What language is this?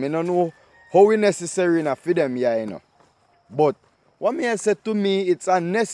Jamaican Creole English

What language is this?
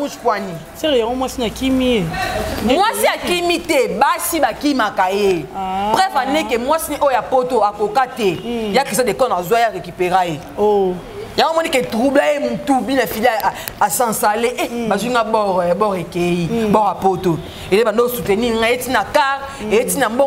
Lingala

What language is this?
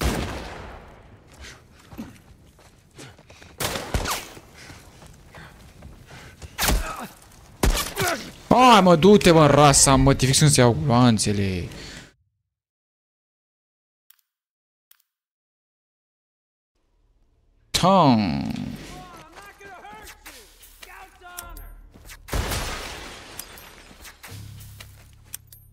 Romanian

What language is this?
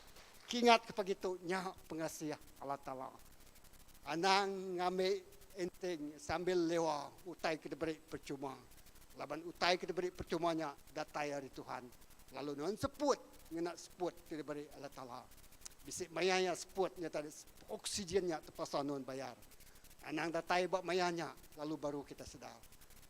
Iban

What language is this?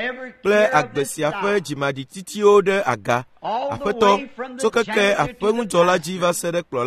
Ewe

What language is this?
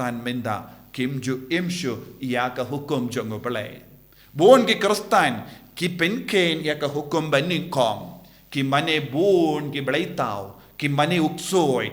Khasi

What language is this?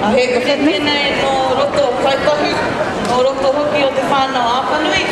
Māori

